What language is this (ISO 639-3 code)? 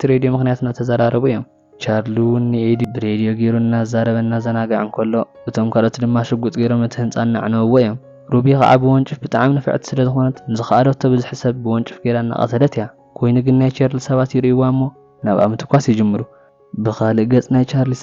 tir